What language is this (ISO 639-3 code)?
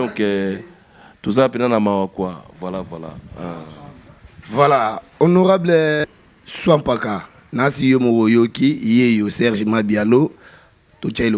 lin